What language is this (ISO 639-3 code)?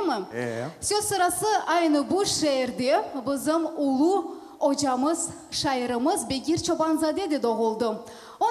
crh